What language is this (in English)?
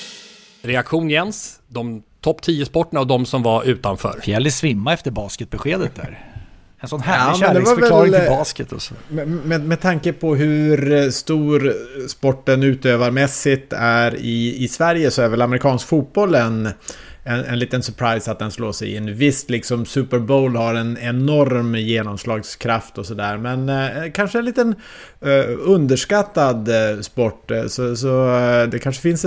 Swedish